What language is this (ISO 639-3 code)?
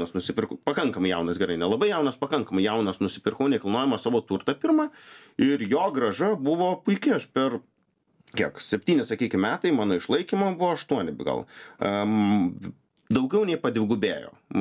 lit